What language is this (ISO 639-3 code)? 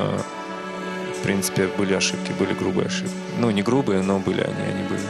rus